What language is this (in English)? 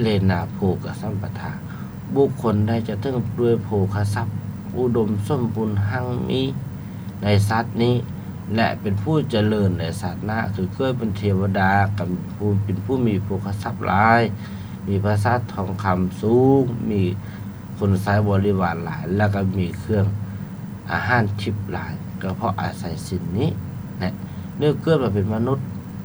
Lao